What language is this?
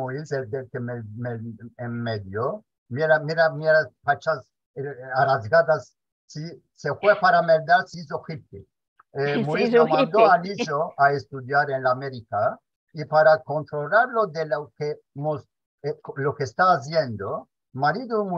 Ladino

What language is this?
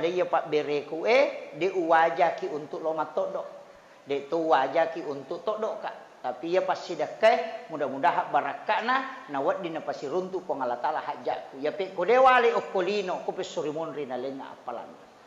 Buginese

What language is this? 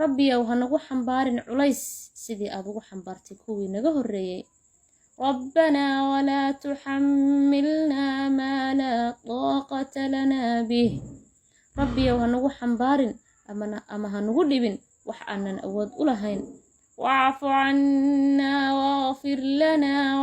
Somali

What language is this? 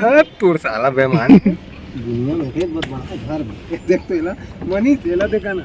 Chhattisgarhi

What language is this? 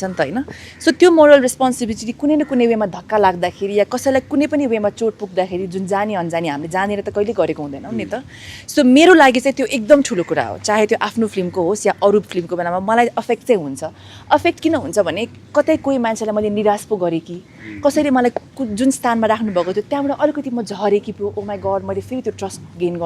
Nepali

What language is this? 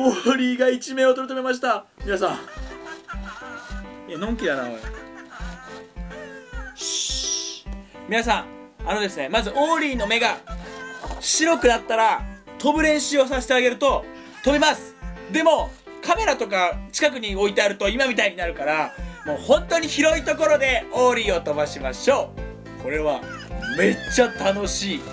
Japanese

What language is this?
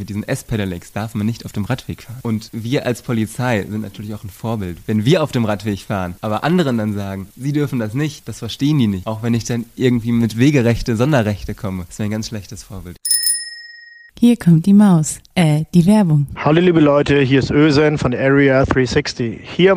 German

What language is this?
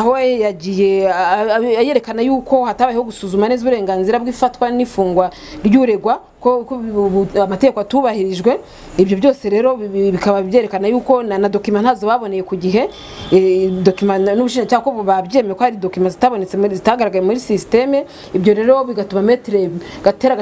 Kinyarwanda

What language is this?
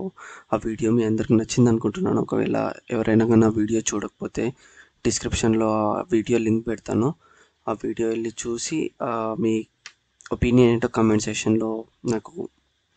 Telugu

